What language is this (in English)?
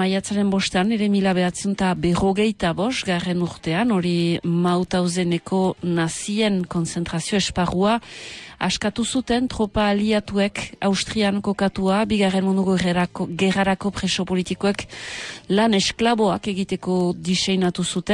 Basque